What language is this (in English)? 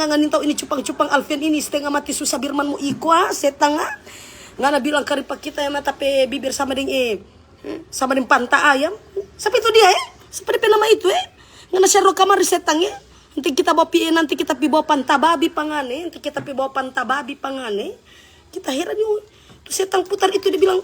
Manado Malay